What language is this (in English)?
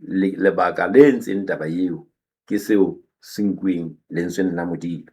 Southern Sotho